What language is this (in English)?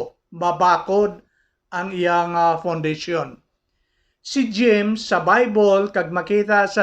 Hiligaynon